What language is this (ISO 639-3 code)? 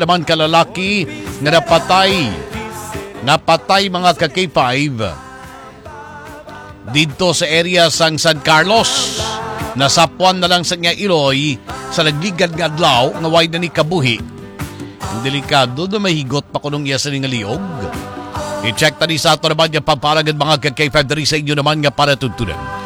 hil